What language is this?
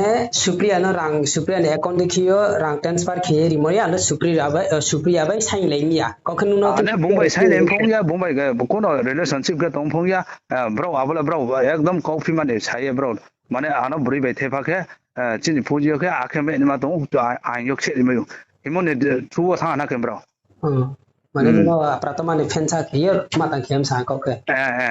Riang (India)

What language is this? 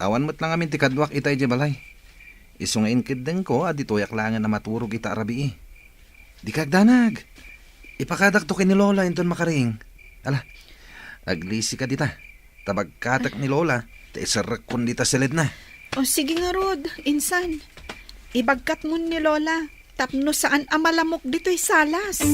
Iloko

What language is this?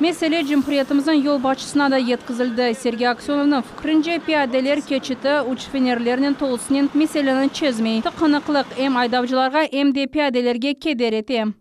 Crimean Tatar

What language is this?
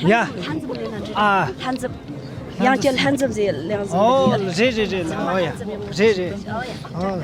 Tibetan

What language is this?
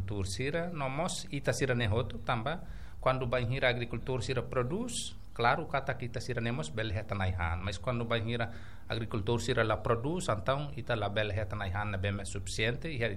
Tetum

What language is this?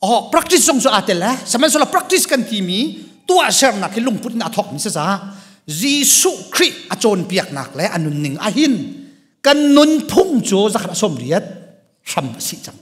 Hakha Chin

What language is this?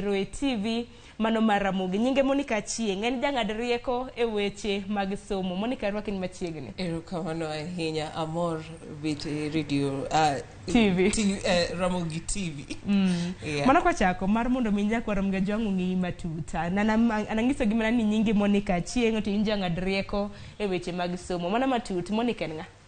Luo (Kenya and Tanzania)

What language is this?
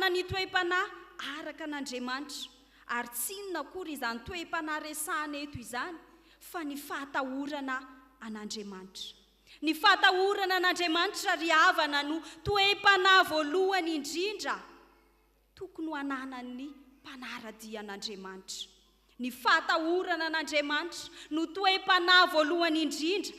Malagasy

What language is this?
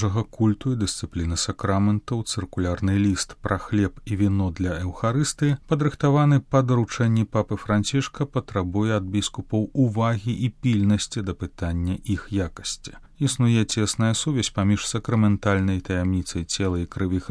Belarusian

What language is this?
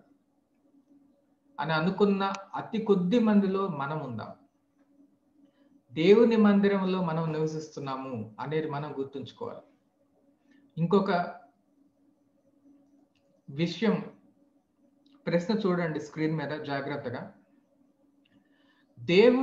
Telugu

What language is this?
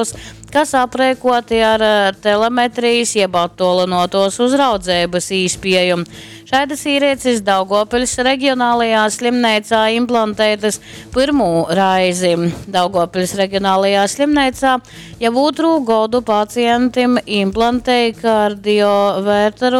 Latgalian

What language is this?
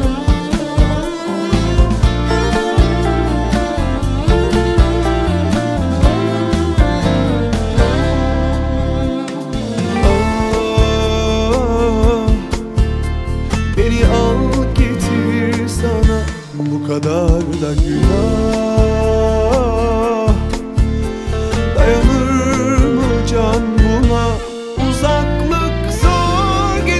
Turkish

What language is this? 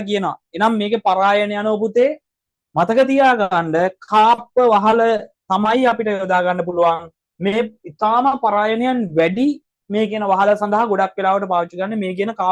Sinhala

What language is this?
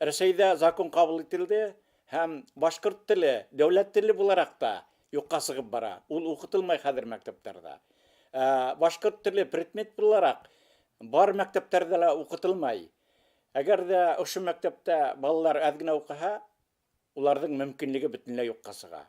Bashkir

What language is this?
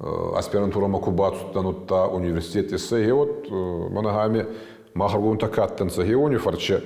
Ossetic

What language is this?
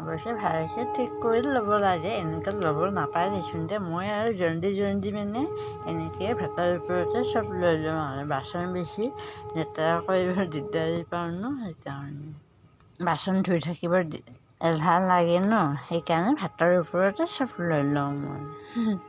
Assamese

